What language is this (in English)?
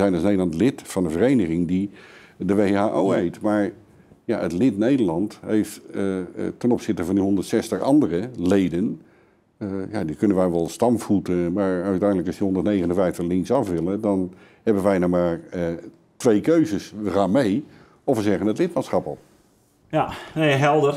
Dutch